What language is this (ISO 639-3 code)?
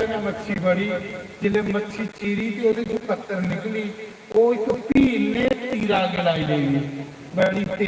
doi